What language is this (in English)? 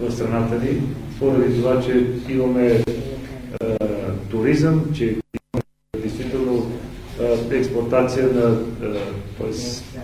Bulgarian